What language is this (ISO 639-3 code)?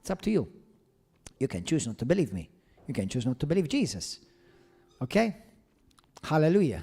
eng